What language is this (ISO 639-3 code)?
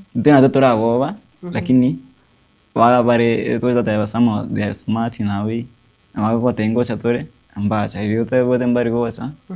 guz